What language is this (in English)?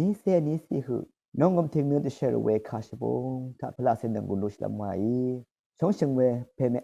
Rawang